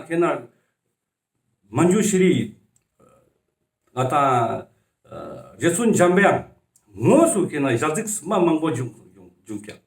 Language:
Ladakhi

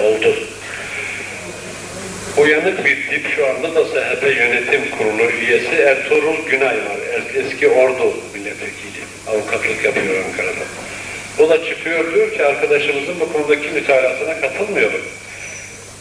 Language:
Turkish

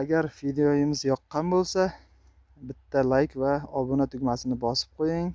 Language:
Uzbek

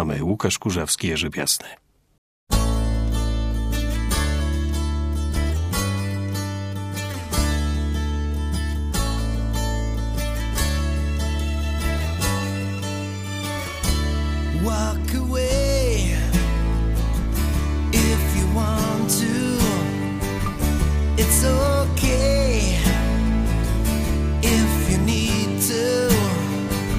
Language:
Polish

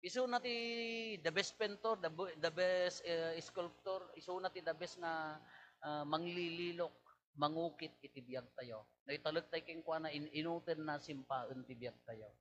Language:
Iloko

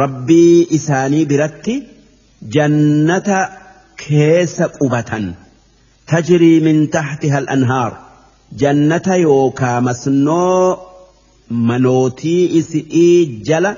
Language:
Oromo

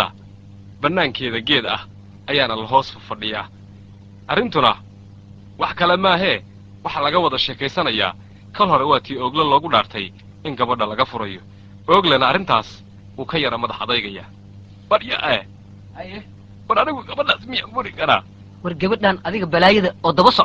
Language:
Somali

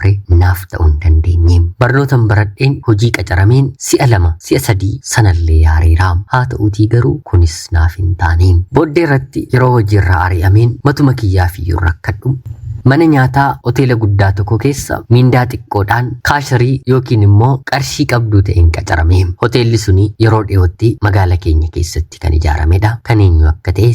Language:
Oromo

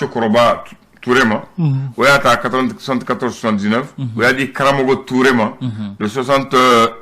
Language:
Bambara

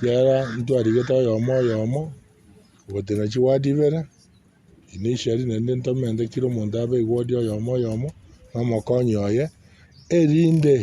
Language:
Gusii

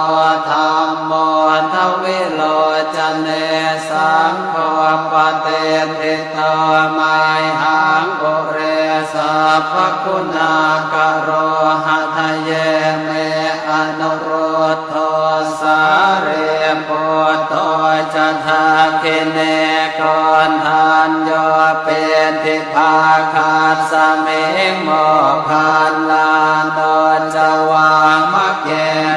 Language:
Pali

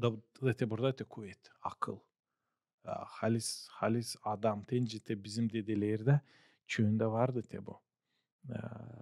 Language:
Gagauz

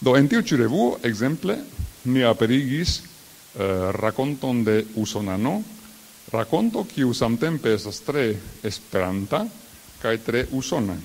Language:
Esperanto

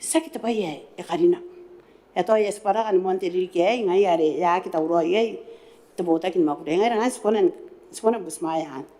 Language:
Gilbertese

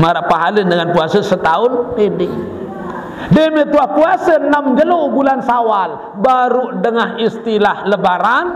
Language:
Sasak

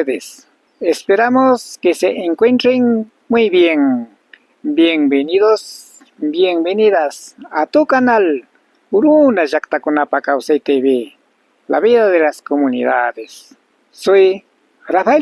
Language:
Imbabura Highland Quichua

